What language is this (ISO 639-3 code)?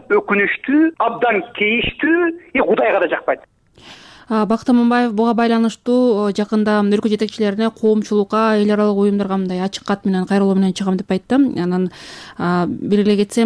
kir